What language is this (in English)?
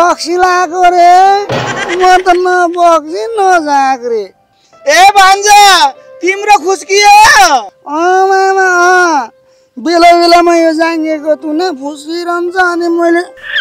Nepali